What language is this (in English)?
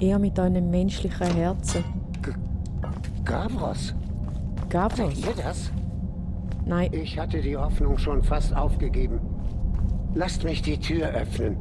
Swiss German